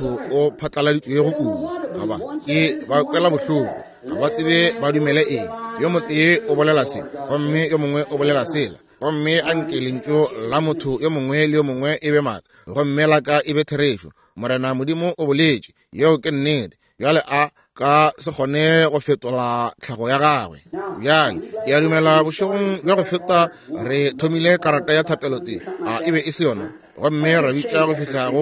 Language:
Northern Sotho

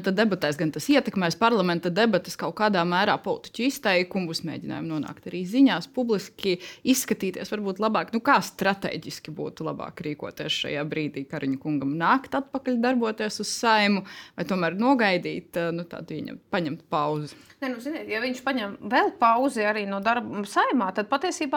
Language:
Latvian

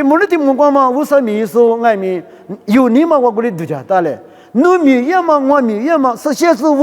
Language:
Lisu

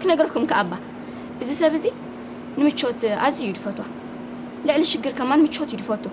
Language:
Tigrinya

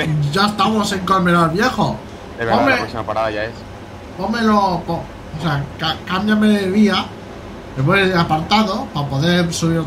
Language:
Spanish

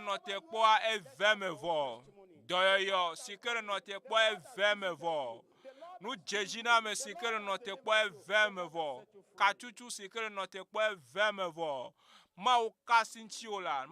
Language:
Ewe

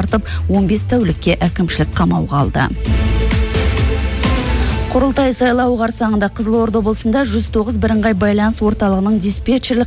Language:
Kazakh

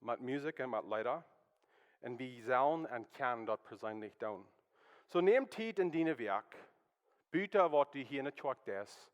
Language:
Plautdietsch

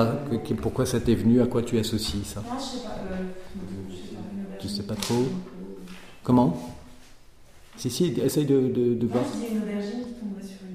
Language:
French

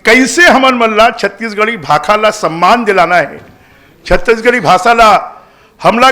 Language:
Chhattisgarhi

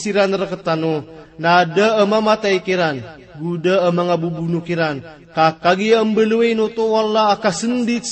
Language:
Maranao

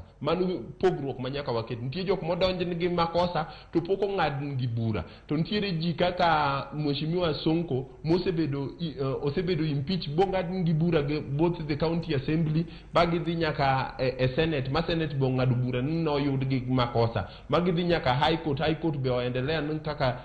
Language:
Luo (Kenya and Tanzania)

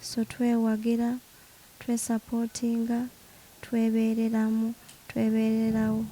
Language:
Ganda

